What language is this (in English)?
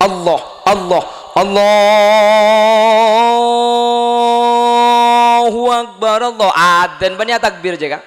Madurese